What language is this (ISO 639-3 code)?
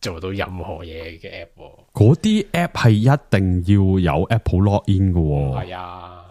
yue